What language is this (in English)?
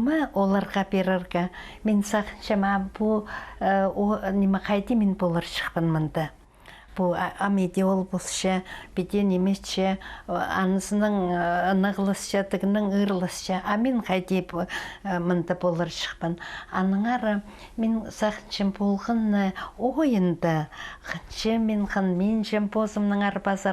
Khakas